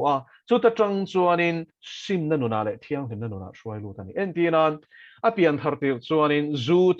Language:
Mizo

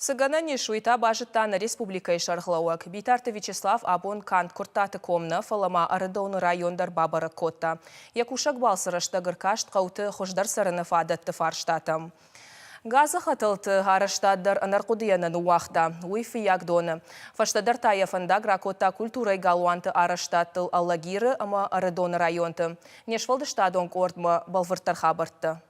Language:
Ossetic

